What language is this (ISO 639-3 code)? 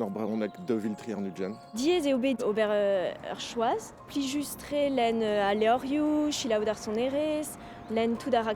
bre